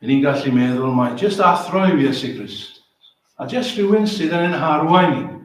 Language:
Welsh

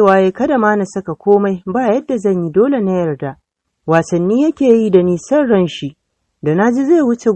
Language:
Hausa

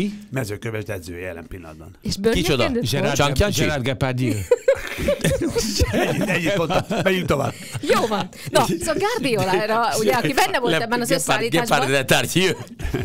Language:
Hungarian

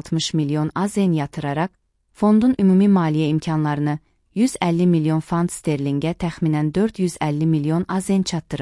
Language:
Azerbaijani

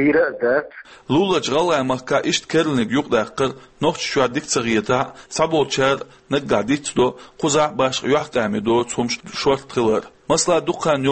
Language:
Chechen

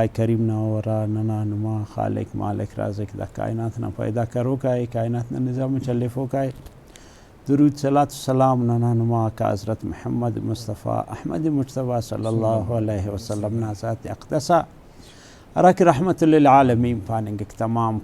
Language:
Brahui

